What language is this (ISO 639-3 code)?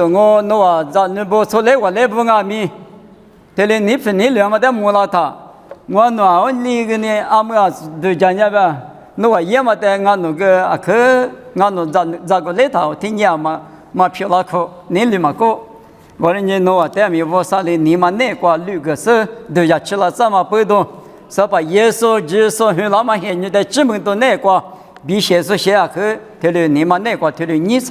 lis